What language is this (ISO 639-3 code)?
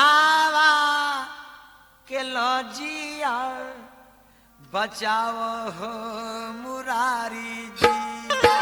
bho